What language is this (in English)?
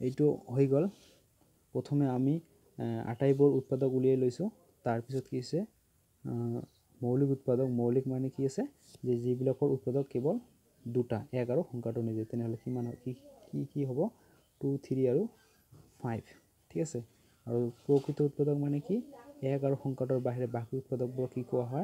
Assamese